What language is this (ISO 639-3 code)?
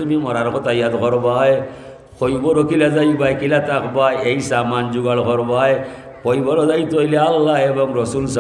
syl